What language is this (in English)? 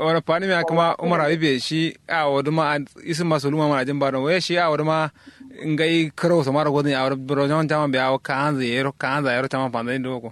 Kanuri